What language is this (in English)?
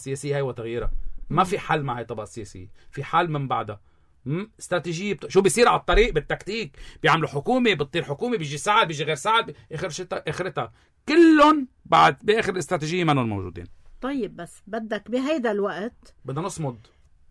North Levantine Arabic